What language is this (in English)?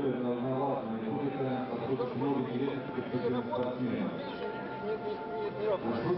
Russian